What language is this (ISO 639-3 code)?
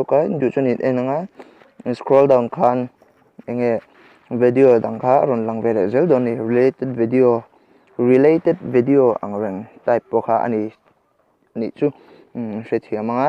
lus